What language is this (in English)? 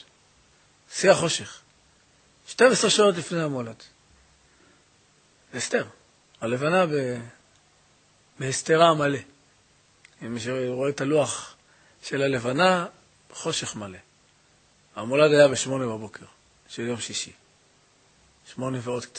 Hebrew